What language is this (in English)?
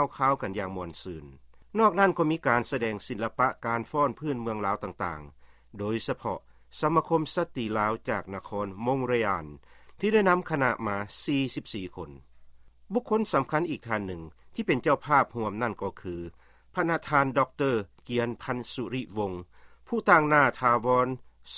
Lao